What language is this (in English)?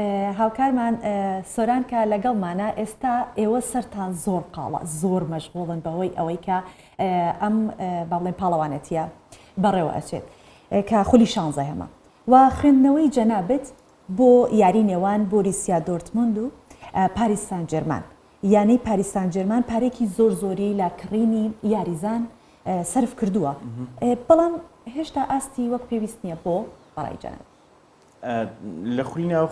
Central Kurdish